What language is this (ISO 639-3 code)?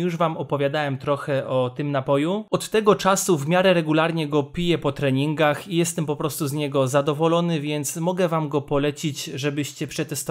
pol